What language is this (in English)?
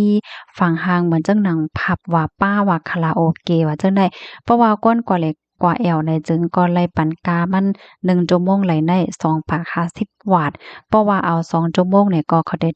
Shan